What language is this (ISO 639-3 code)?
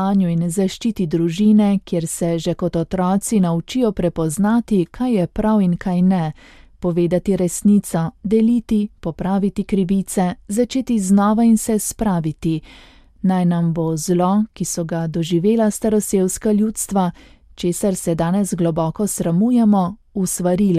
slv